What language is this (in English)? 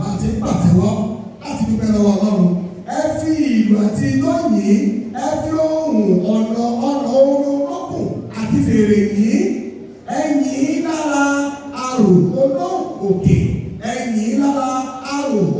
Yoruba